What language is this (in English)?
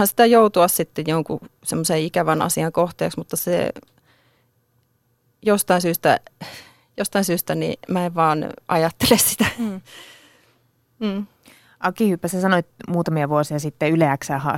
Finnish